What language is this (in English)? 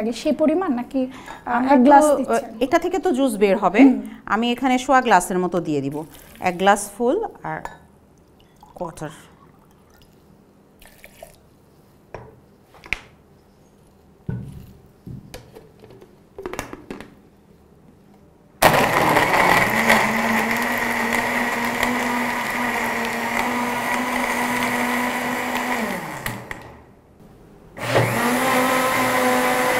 Bangla